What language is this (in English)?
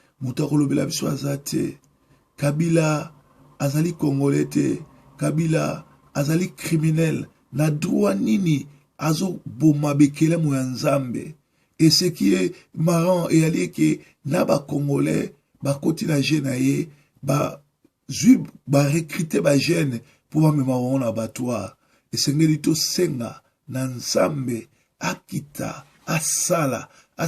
Lingala